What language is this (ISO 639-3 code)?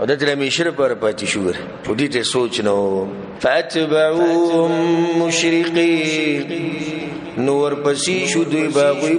pus